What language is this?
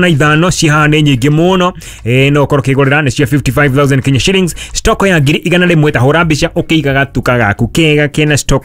Kikuyu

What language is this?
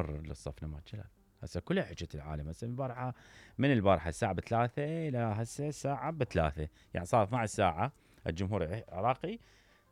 Mesopotamian Arabic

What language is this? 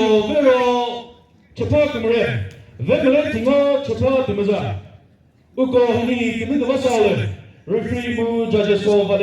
Chokri Naga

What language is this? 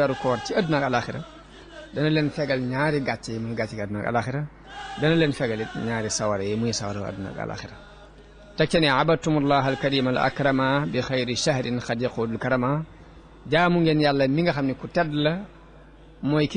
Wolof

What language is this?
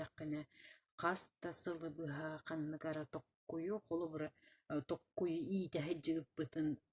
Yakut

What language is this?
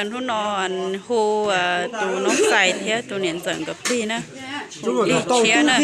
Hmong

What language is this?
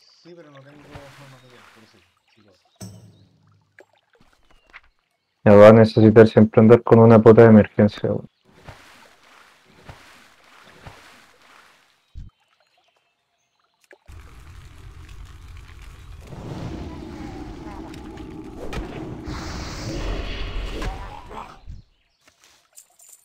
Spanish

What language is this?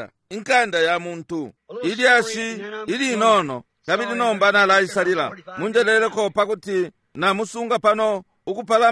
Bemba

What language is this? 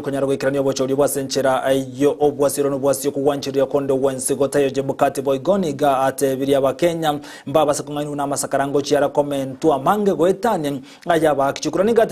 Gusii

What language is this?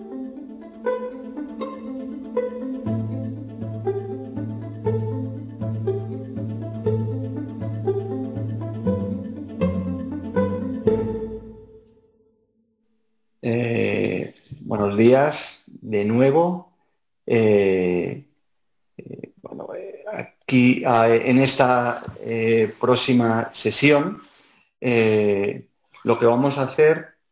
Spanish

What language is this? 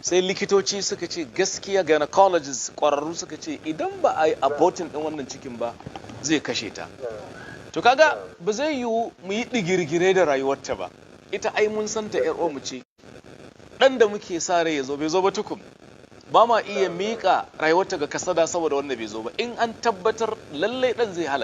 Hausa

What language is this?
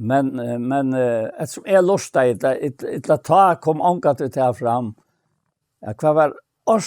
Faroese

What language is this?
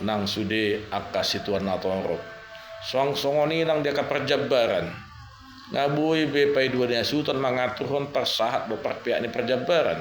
Batak Toba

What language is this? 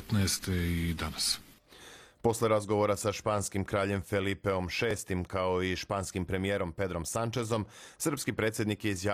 Serbian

